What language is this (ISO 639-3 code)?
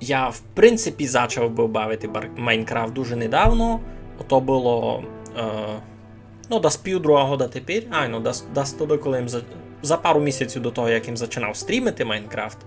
rue